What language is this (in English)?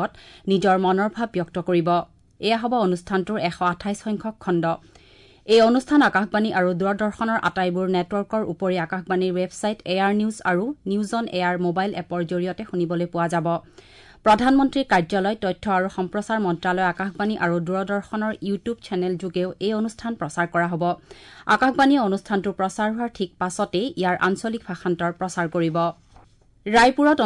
Assamese